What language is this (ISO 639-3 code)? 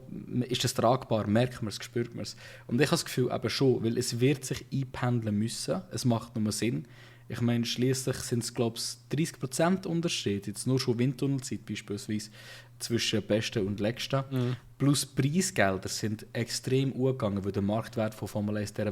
gsw